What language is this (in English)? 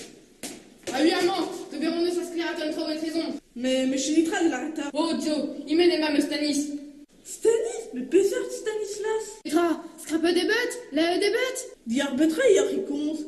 Breton